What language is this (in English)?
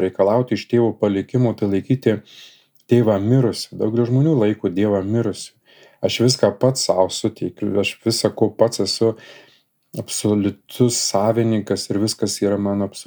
Lithuanian